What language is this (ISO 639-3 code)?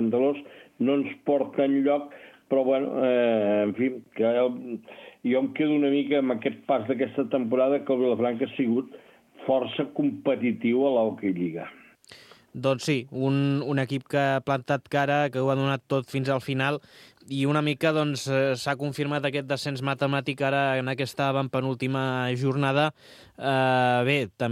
cat